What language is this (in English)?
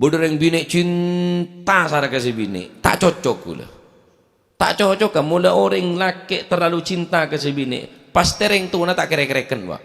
Madurese